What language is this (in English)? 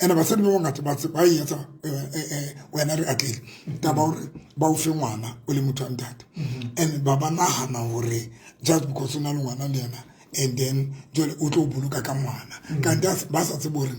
Southern Sotho